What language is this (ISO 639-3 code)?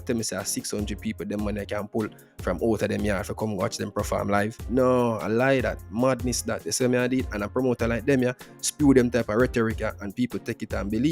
jam